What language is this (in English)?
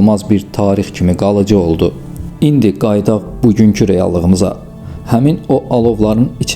Azerbaijani